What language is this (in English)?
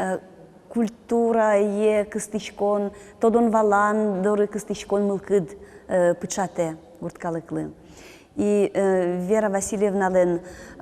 Udmurt